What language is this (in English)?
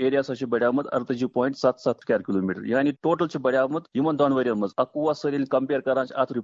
Kashmiri